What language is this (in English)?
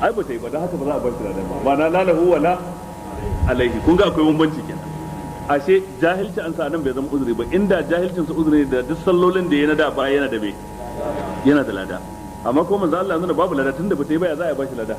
Hausa